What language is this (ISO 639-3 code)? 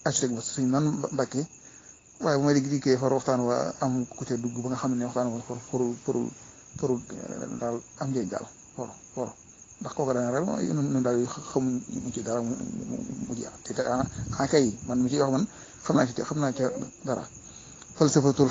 wol